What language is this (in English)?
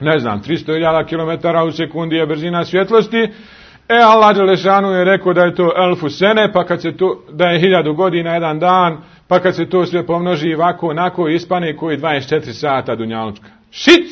Bosnian